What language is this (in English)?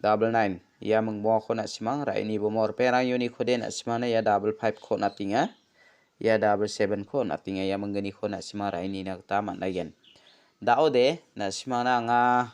Garo